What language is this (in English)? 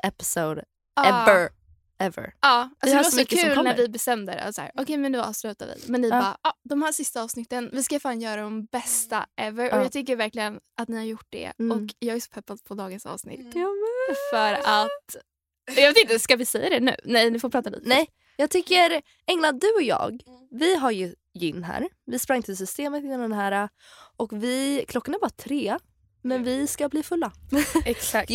Swedish